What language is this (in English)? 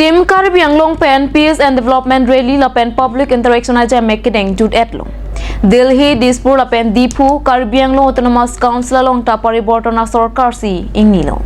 Karbi